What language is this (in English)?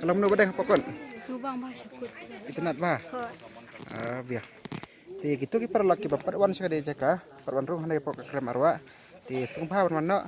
Khasi